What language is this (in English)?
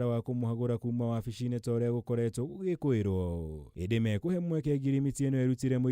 Kikuyu